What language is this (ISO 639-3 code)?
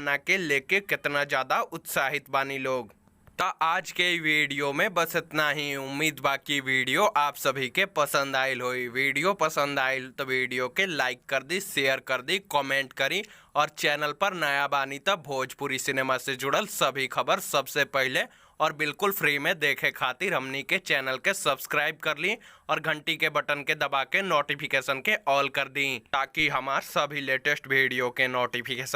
bho